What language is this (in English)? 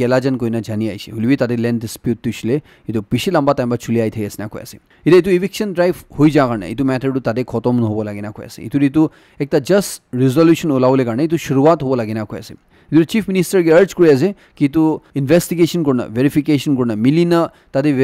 Naga Pidgin